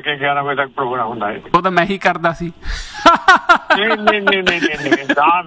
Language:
Punjabi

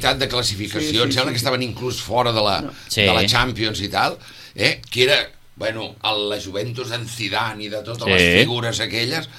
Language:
Catalan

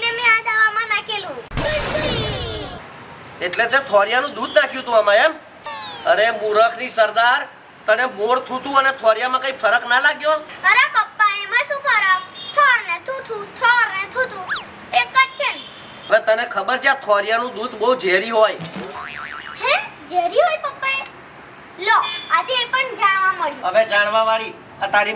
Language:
Gujarati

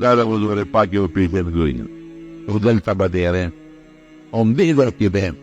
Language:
Pashto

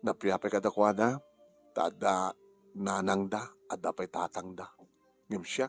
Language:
Iloko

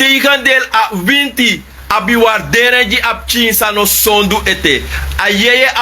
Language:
Sranan Tongo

